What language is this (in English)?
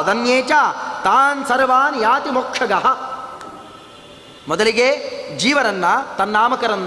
Kannada